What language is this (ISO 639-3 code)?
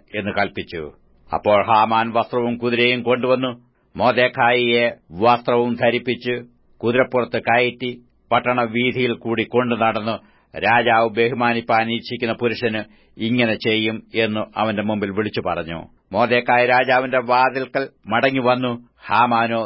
mal